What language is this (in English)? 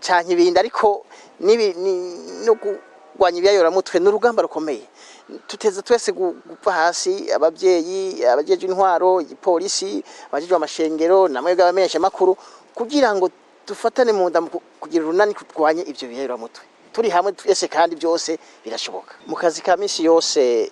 Rundi